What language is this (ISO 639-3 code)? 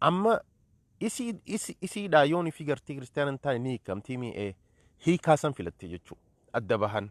orm